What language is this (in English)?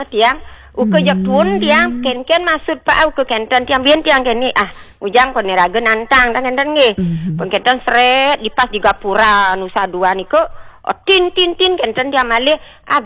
Balinese